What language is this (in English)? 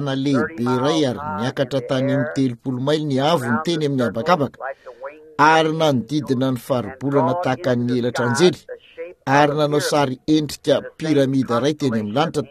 Malagasy